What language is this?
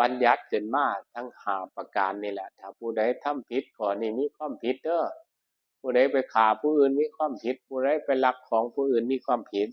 Northeastern Thai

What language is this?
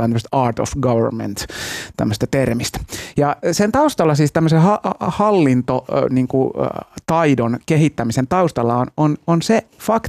Finnish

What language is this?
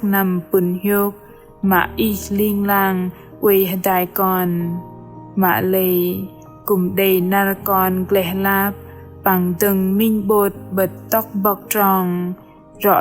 Bahnar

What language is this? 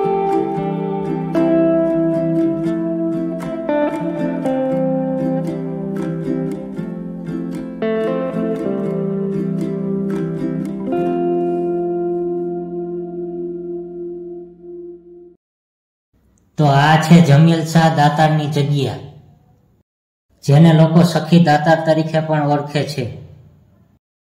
Gujarati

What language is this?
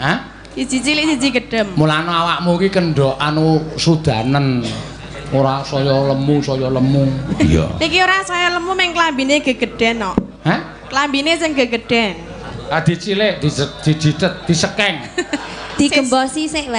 Javanese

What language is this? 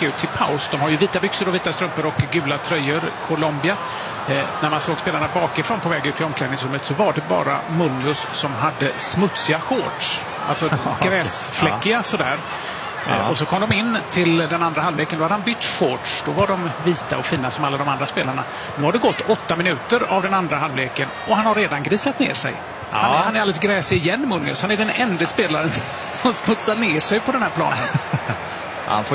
Swedish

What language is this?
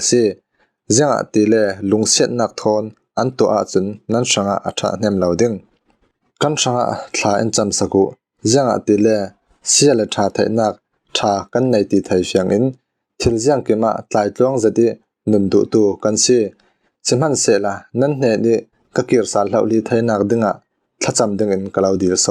Falam Chin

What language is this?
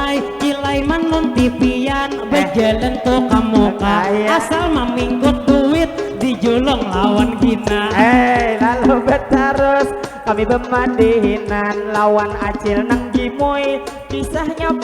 Banjar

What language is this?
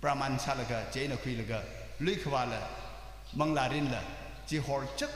Tangkhul Naga (India)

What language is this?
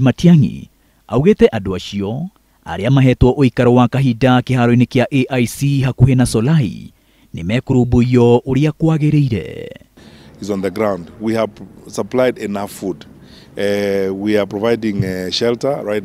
Kikuyu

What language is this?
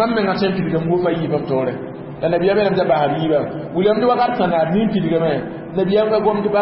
Mossi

